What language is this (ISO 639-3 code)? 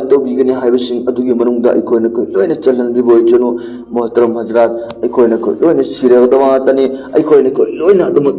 mni